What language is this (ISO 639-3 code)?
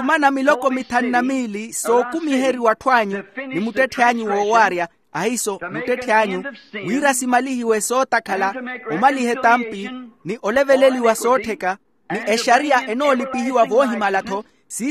vmw